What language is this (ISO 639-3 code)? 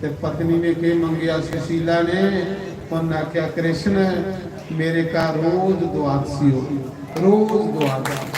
doi